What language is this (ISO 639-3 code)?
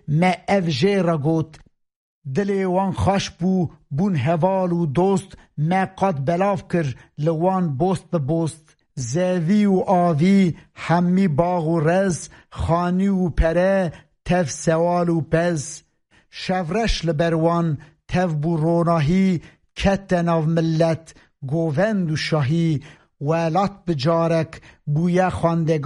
kur